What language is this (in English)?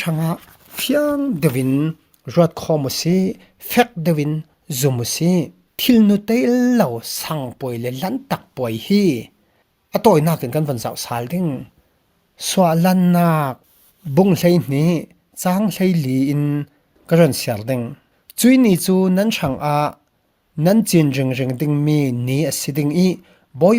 Falam Chin